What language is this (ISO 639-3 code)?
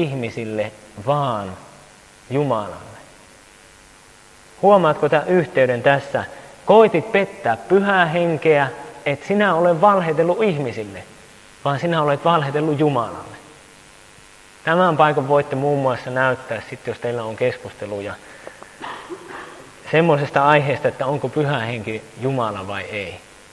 fin